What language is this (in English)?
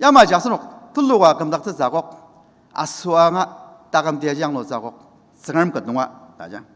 Ao Naga